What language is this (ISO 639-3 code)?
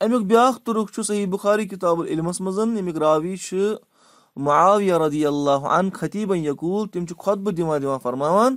kas